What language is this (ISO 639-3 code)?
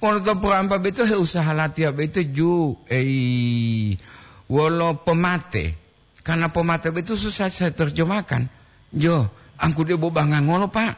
gor